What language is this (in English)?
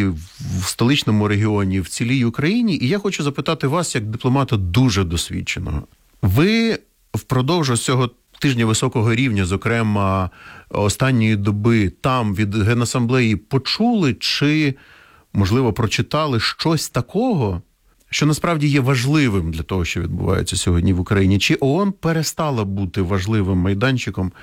Ukrainian